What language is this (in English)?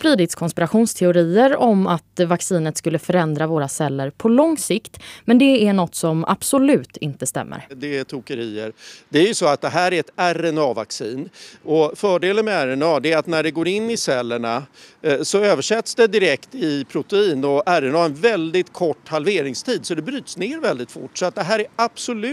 Swedish